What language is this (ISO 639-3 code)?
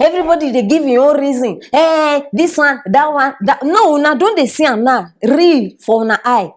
pcm